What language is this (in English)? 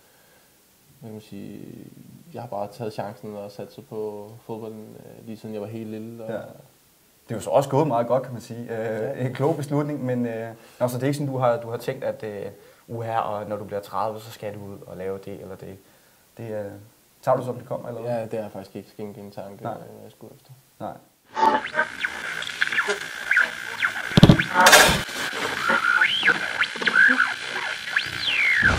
Danish